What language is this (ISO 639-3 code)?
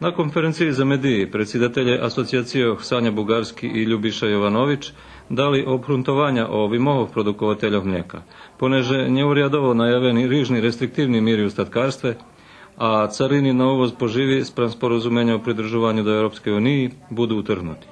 rue